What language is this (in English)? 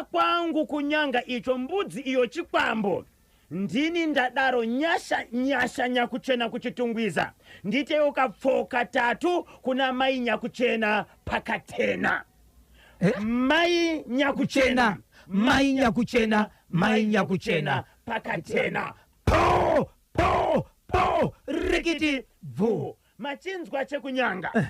Shona